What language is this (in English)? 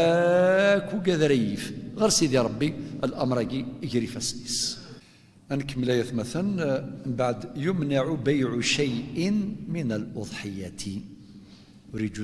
Kabyle